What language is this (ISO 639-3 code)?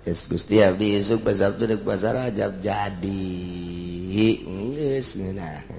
sun